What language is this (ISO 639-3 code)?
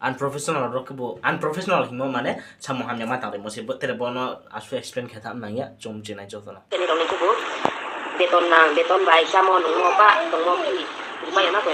ria